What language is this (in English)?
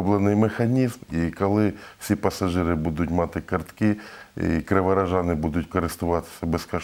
Ukrainian